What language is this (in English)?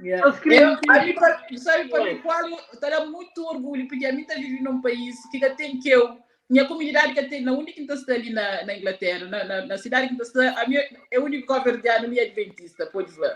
Kabuverdianu